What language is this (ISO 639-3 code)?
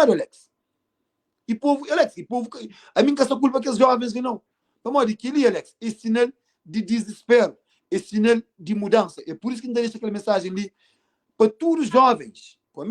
kea